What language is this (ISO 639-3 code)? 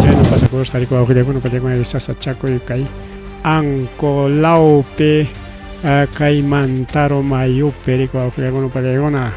quy